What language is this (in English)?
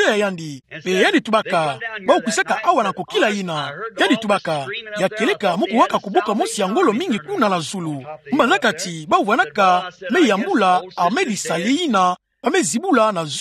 Kituba (Democratic Republic of Congo)